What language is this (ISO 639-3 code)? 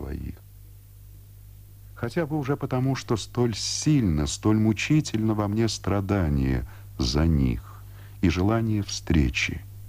rus